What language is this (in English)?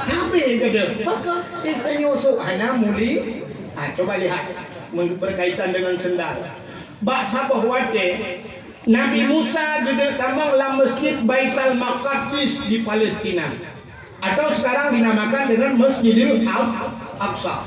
Achinese